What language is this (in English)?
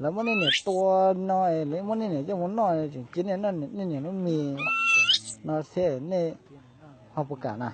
Hmong